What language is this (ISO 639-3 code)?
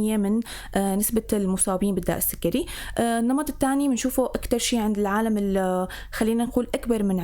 apc